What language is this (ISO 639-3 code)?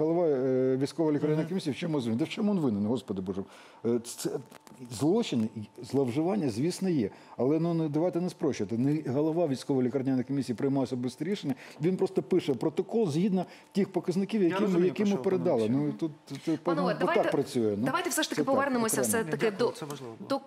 ukr